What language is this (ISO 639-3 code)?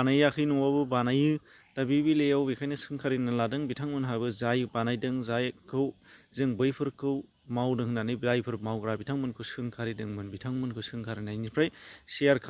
brx